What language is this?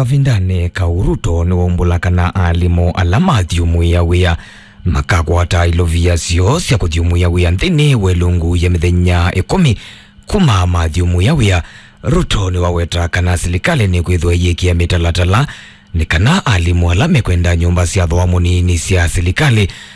Kamba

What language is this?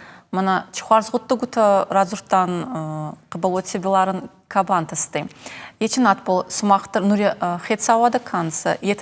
Ossetic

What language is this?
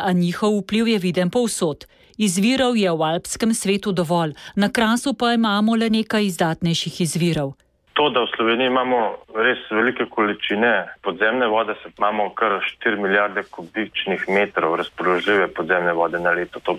Slovenian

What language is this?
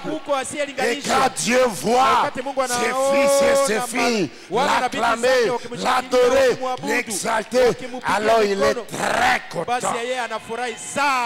Swahili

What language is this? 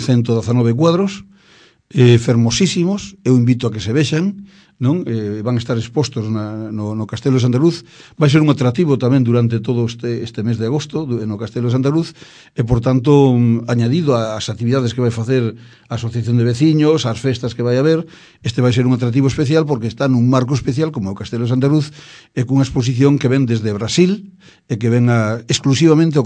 Galician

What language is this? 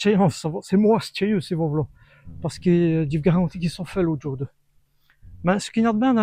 Walloon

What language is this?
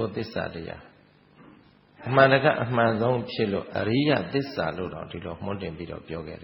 Burmese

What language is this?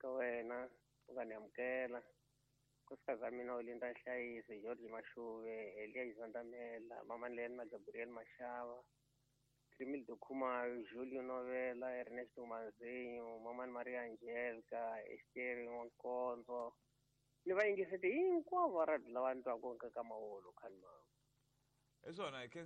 Tsonga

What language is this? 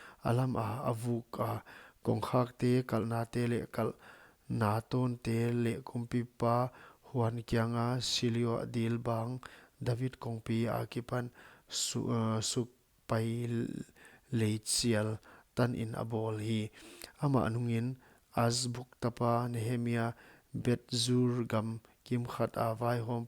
Paite Chin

